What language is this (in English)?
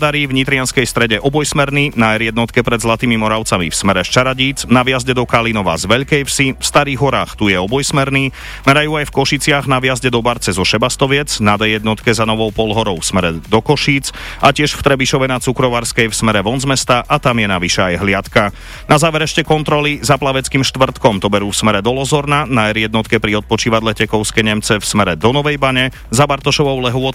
Slovak